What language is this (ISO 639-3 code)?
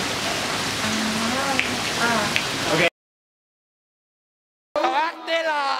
isl